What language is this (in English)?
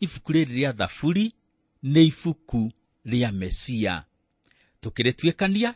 Kikuyu